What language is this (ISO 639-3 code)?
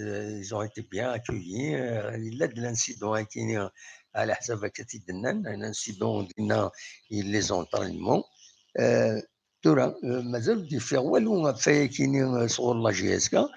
kab